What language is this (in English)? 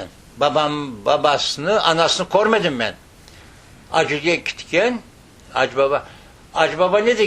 Crimean Tatar